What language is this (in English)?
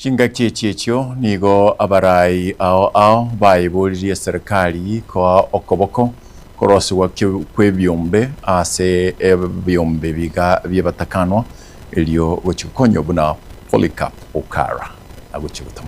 Gusii